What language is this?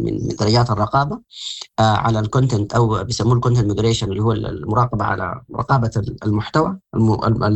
Sudanese Arabic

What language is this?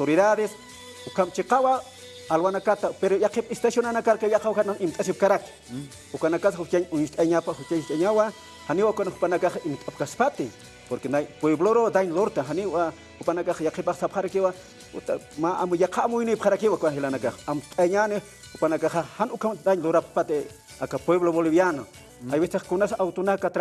Aymara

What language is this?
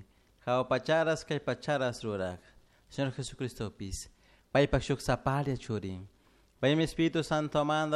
Chimborazo Highland Quichua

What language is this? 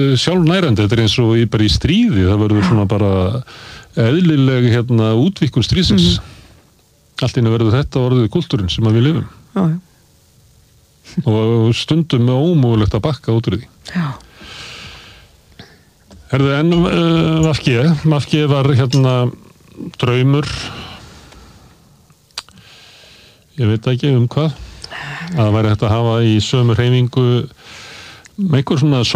Icelandic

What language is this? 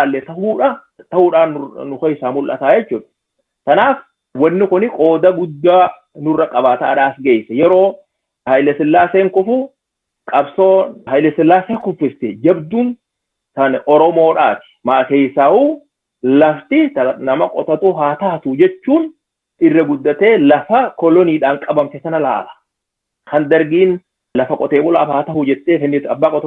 Oromo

